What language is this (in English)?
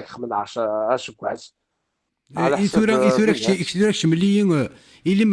Kabyle